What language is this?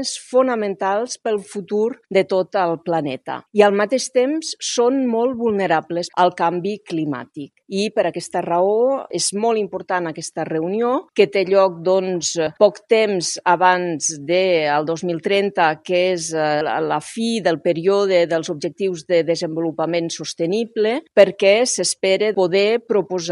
Catalan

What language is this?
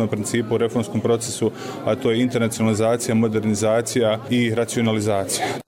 Croatian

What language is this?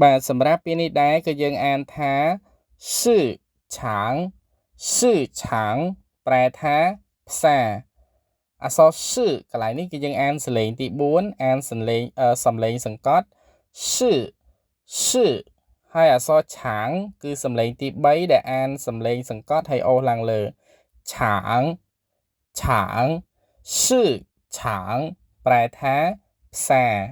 Khmer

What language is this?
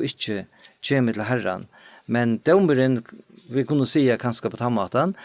Faroese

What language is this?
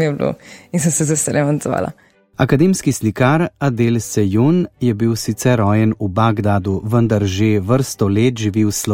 Slovenian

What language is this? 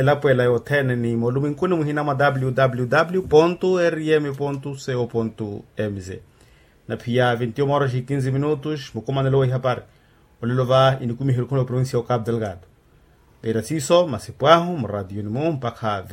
Makhuwa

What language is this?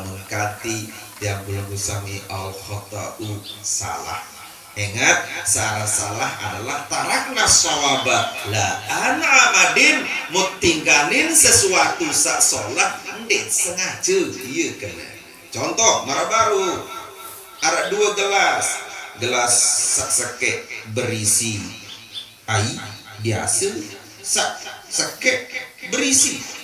Sasak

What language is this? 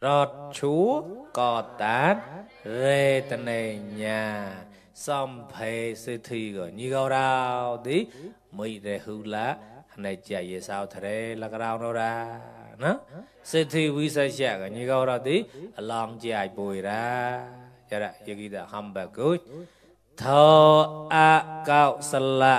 Mon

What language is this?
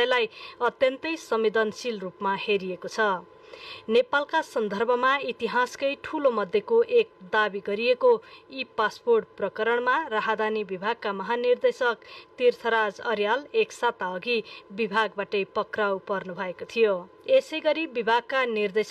Nepali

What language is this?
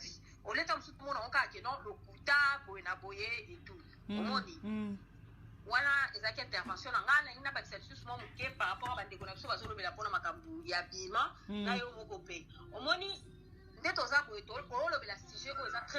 Lingala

